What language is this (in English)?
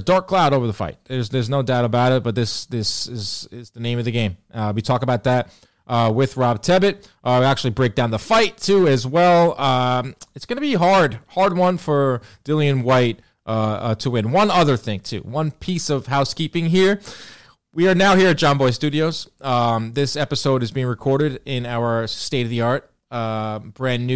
English